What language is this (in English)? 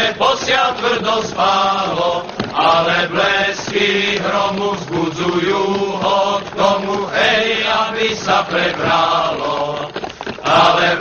Czech